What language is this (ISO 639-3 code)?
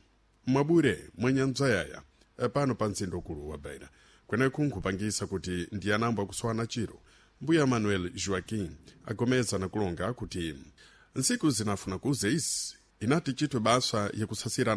seh